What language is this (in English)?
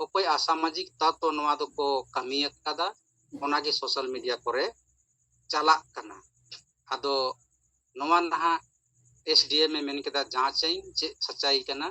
Santali